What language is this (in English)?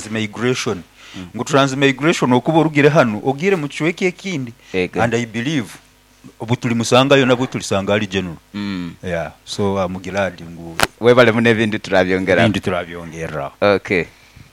Nyoro